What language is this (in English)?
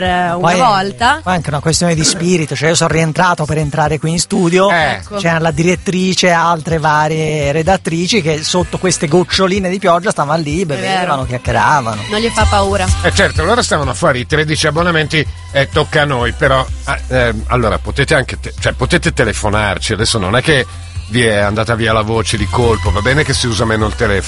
Italian